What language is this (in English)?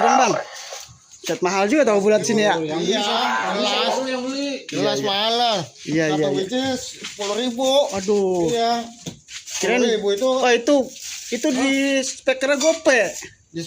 Betawi